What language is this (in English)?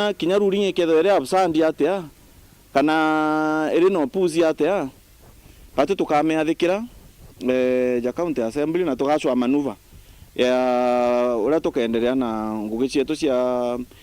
Meru